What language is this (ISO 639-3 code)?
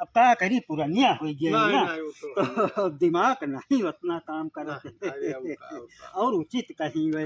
awa